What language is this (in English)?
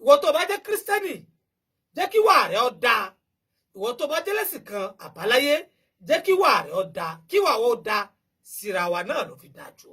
Yoruba